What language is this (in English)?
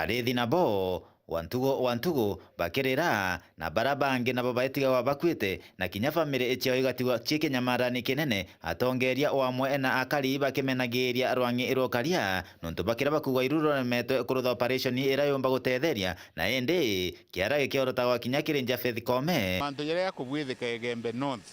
Meru